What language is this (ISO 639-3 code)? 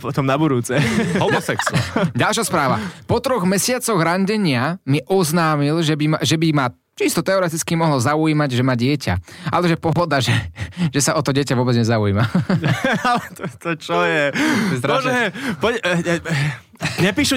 slk